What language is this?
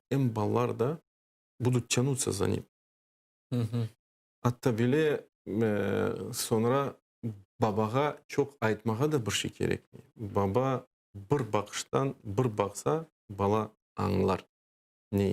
Crimean Tatar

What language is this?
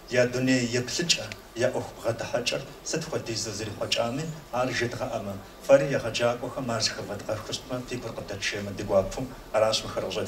Kabardian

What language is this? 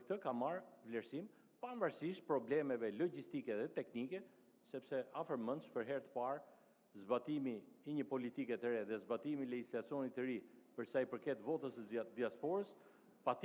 Albanian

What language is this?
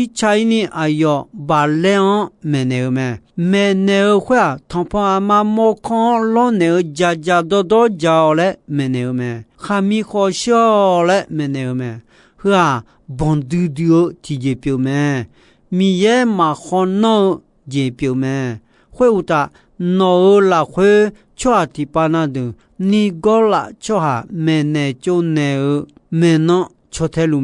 Akha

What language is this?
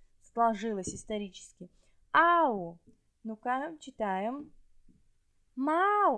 Russian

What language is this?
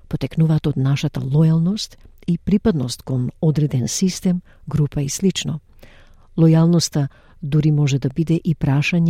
Macedonian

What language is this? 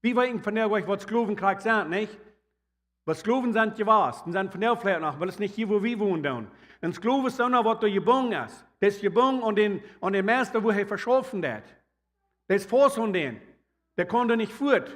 Plautdietsch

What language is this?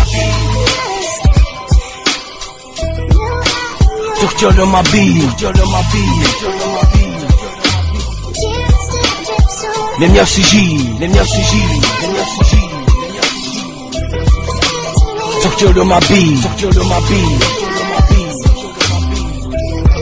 Czech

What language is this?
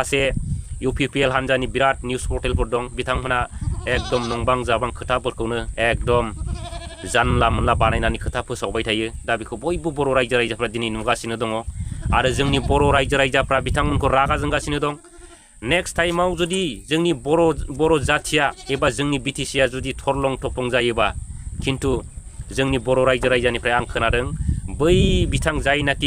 Bodo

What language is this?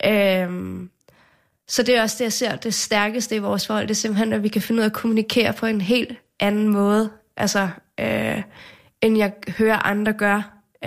Danish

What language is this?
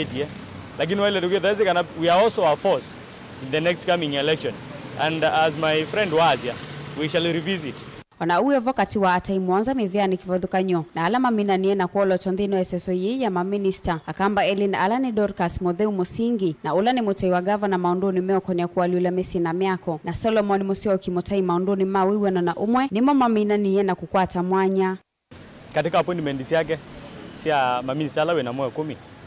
Kamba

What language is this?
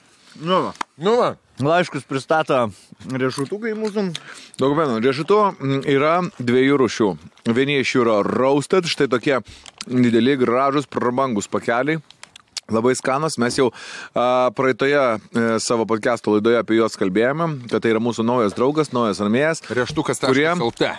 Lithuanian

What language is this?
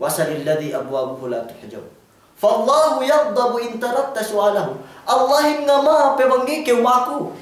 Yakan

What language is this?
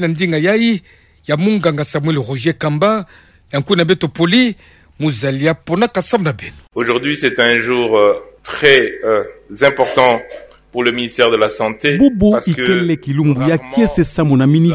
Kituba (Democratic Republic of Congo)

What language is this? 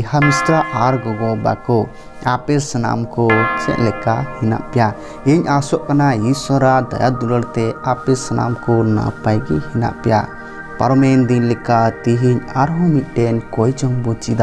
Santali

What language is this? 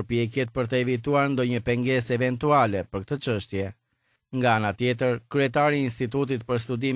Albanian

